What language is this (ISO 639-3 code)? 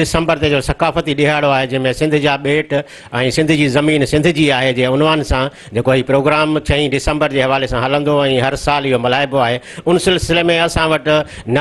snd